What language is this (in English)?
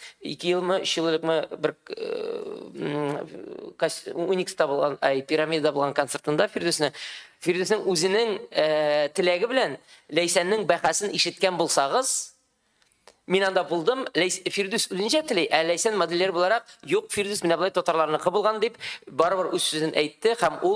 Tatar